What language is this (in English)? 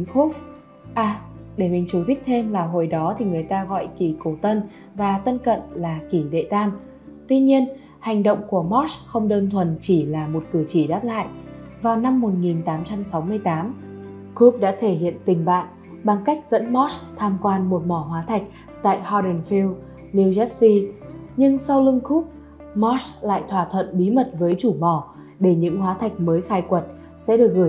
Vietnamese